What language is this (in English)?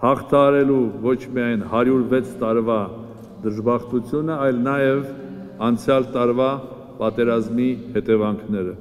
Armenian